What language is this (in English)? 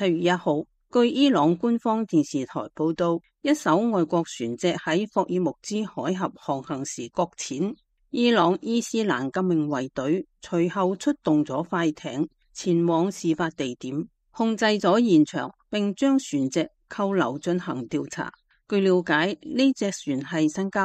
Cantonese